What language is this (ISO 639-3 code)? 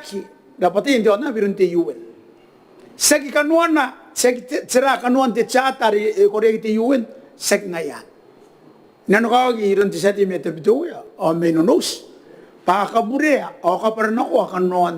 gil